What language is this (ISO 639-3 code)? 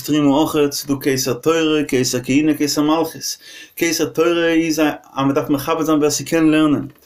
yid